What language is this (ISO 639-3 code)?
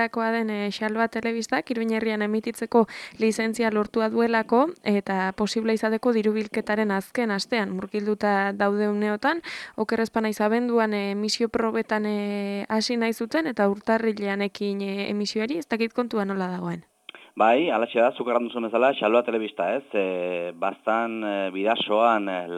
eus